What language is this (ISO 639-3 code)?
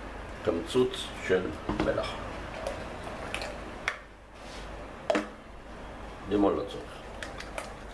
heb